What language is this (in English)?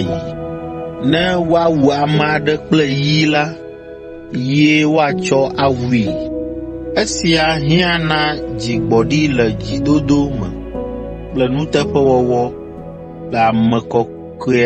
Ewe